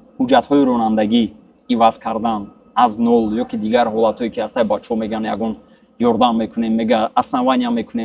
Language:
Tajik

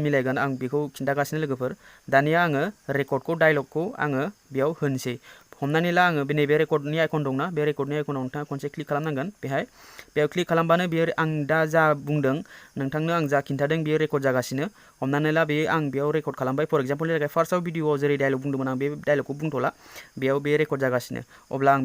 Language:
Bodo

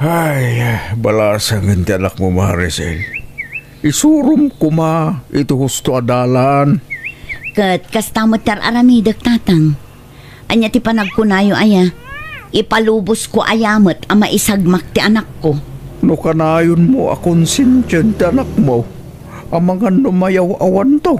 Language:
Iloko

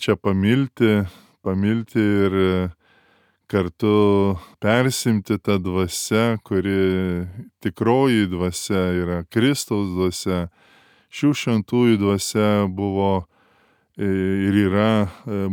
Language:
Lithuanian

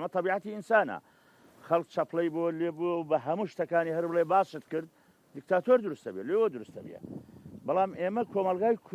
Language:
Central Kurdish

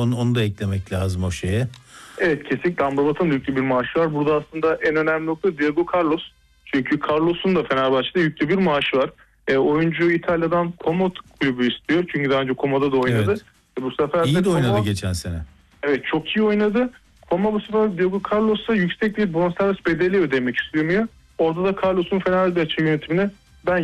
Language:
Turkish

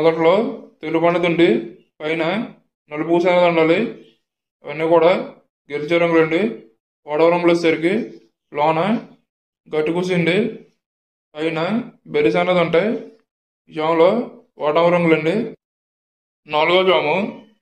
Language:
Telugu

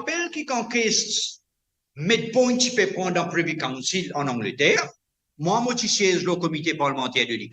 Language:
Morisyen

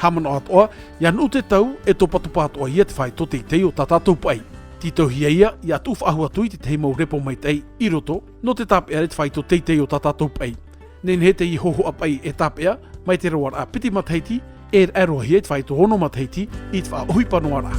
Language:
Tahitian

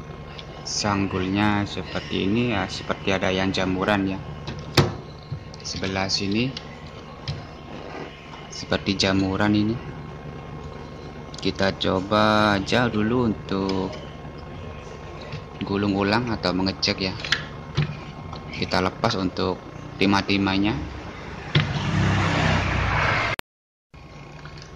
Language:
Indonesian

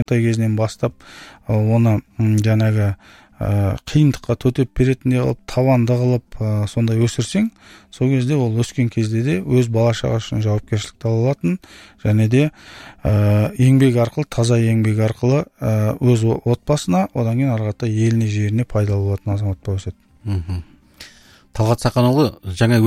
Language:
Kazakh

